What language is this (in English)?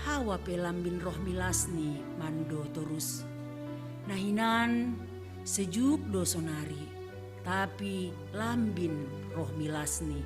Batak Simalungun